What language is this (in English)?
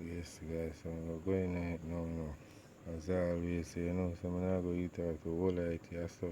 Jamaican Creole English